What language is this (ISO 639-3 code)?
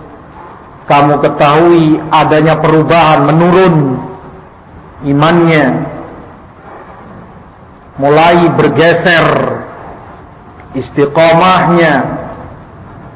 ind